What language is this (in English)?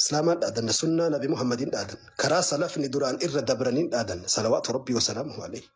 Oromo